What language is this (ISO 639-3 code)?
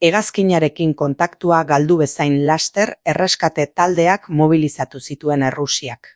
eus